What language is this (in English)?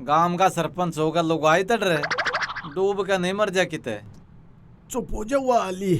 Haryanvi